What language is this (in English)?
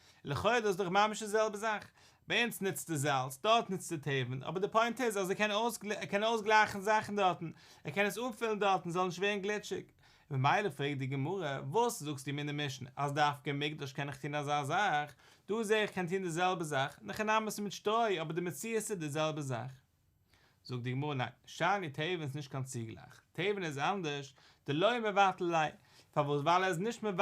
Yiddish